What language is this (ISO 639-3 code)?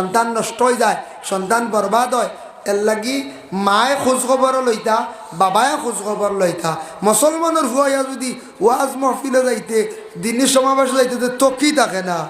syl